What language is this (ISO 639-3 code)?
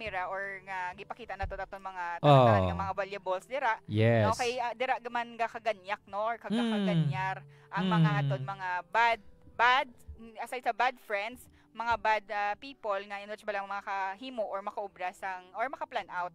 hil